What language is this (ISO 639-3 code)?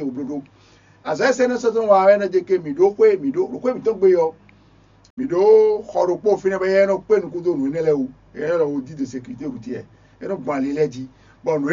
fon